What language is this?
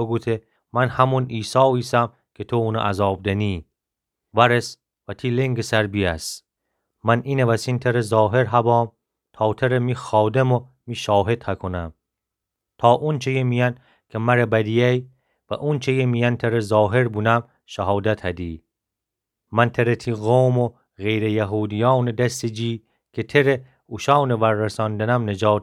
Gilaki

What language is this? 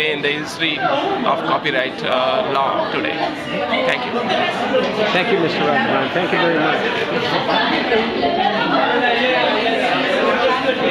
English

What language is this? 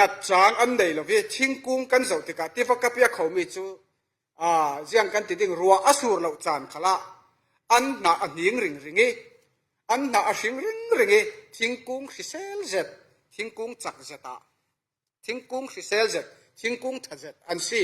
Falam Chin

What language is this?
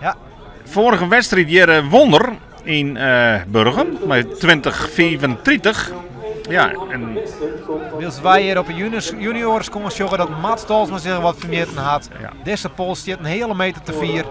Western Frisian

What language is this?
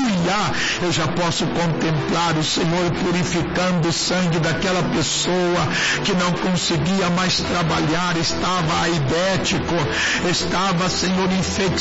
Portuguese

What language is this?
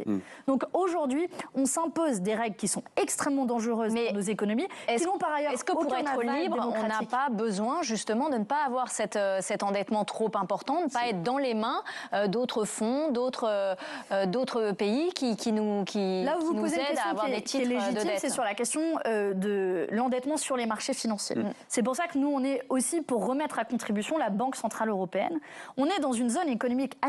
French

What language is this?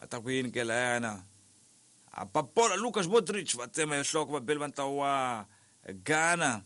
Tsonga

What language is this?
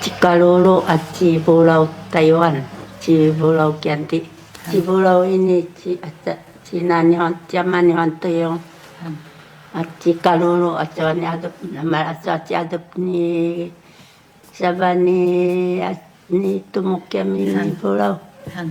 Sakizaya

